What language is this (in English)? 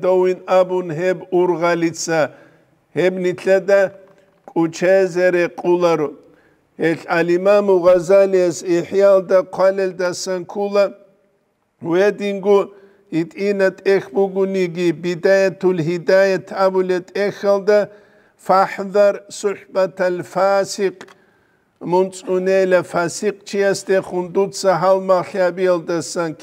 Avaric